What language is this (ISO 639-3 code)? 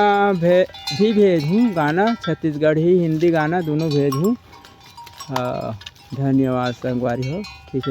hne